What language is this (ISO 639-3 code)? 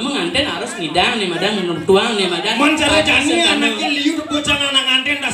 ban